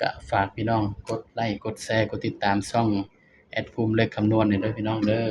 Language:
Northeastern Thai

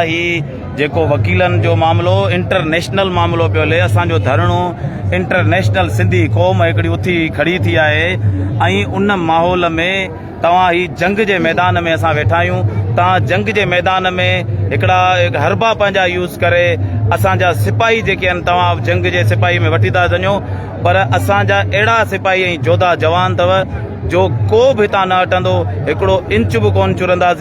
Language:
Sindhi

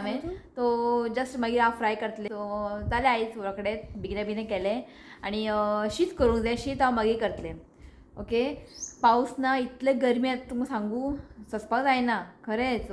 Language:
Konkani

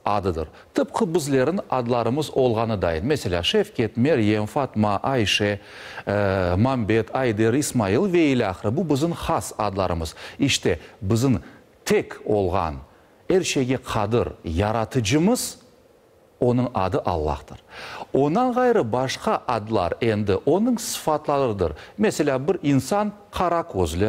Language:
Crimean Tatar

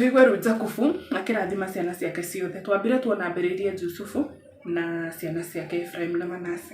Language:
Kikuyu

